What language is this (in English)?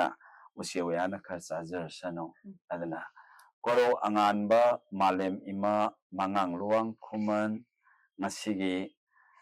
Manipuri